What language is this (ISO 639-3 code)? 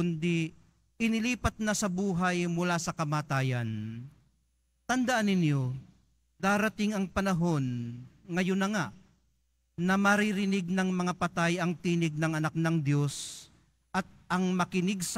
fil